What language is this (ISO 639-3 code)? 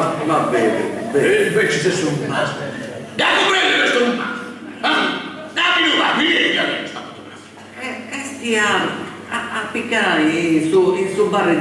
srd